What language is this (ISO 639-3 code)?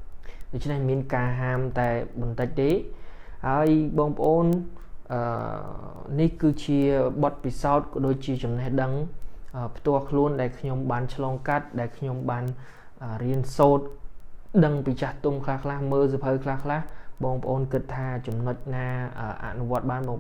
khm